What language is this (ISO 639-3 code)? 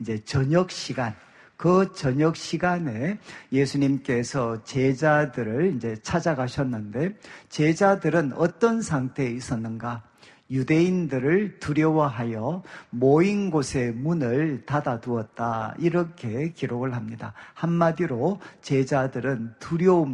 kor